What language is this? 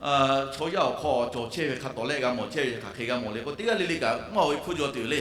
Lahu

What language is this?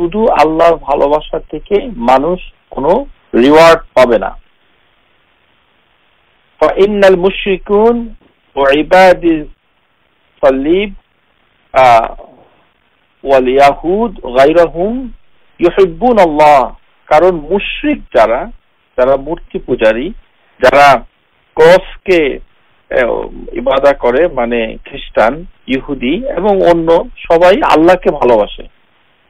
Bangla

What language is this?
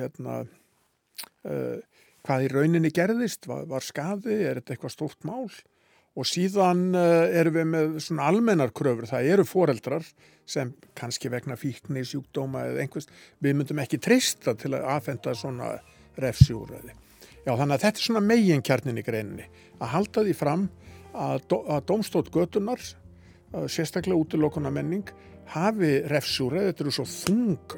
Icelandic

